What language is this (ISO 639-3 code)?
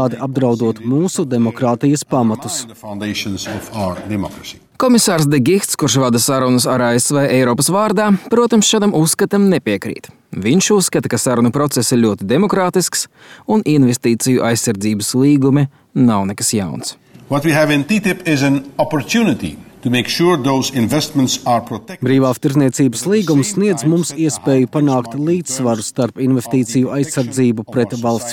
lav